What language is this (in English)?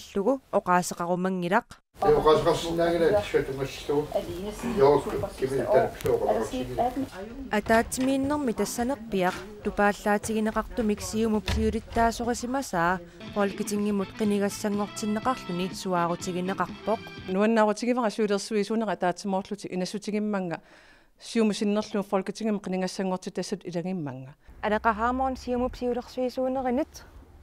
Kalaallisut